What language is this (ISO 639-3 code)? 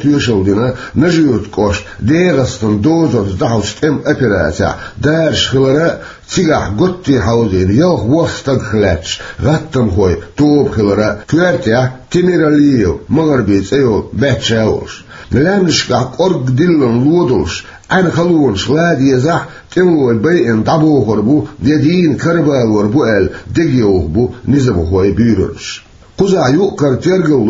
che